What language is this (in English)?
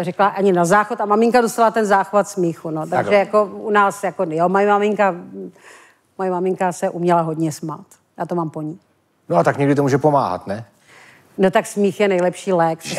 Czech